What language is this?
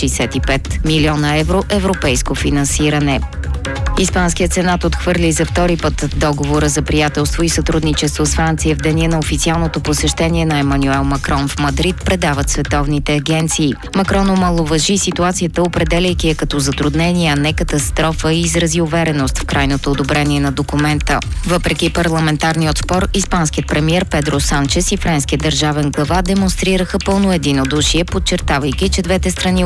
Bulgarian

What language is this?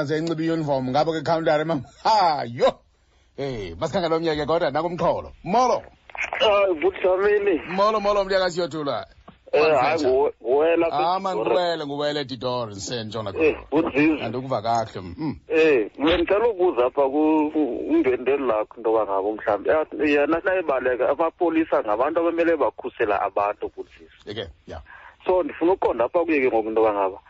Xhosa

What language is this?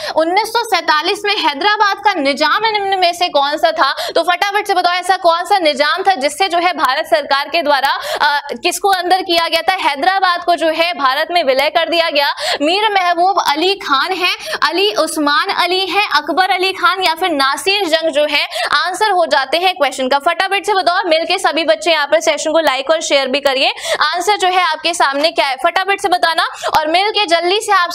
Hindi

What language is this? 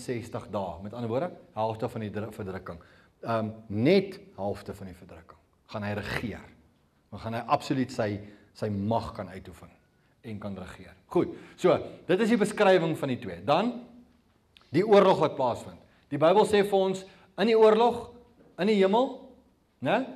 Afrikaans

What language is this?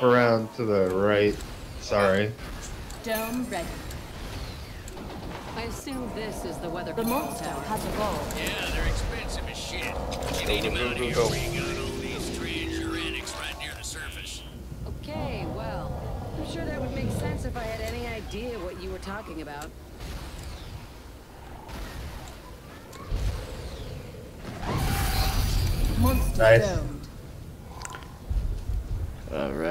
English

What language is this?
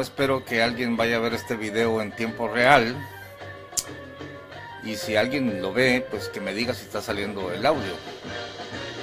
Spanish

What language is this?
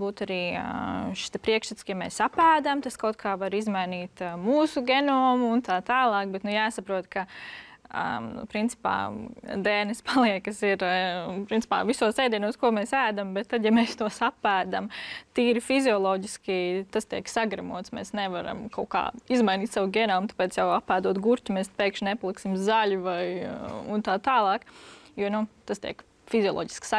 Latvian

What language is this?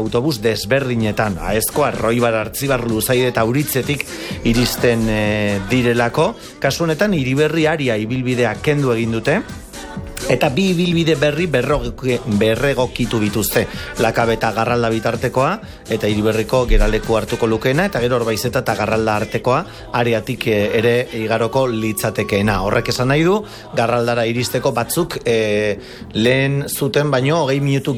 Basque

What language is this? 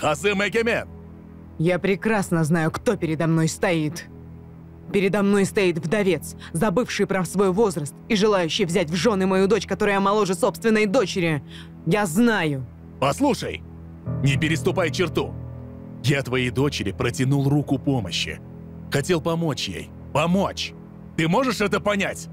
Russian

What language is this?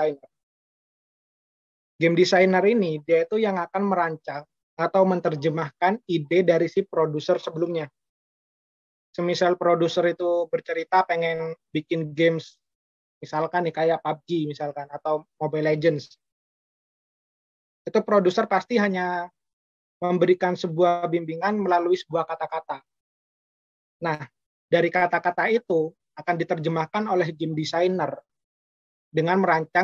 Indonesian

